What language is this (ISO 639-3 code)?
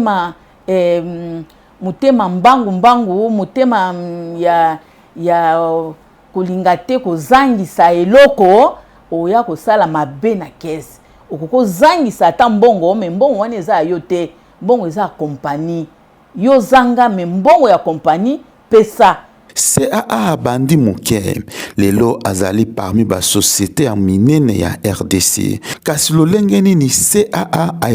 lin